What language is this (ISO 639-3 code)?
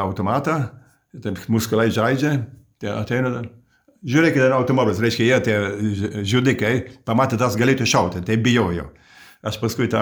lit